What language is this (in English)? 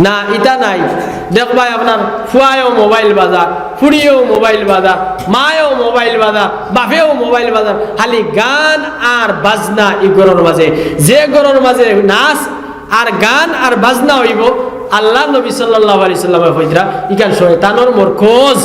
Sylheti